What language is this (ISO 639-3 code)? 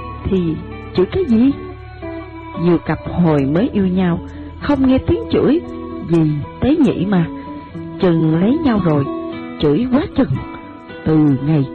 vie